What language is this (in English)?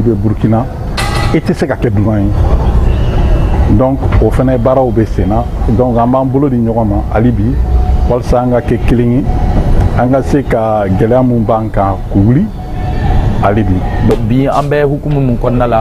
Bambara